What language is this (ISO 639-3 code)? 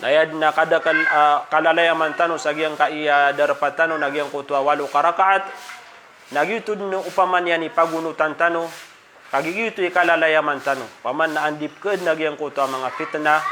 mrw